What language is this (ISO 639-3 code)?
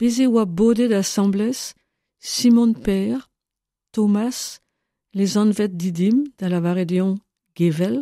bre